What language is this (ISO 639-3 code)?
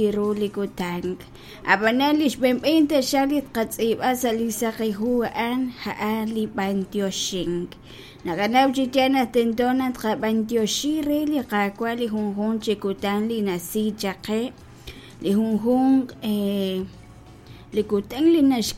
kek